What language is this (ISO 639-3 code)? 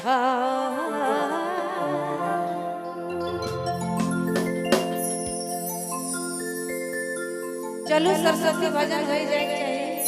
sck